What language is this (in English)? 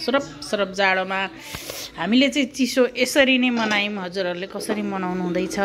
Nepali